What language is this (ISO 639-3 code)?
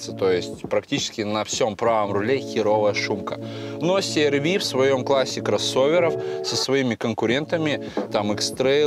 rus